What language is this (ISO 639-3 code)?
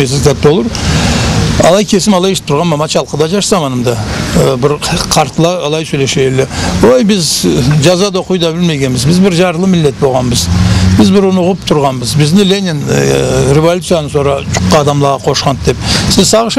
krc